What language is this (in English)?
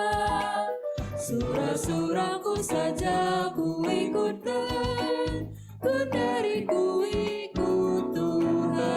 Batak Karo